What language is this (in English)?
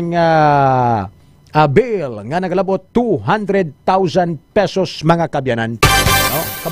Hiligaynon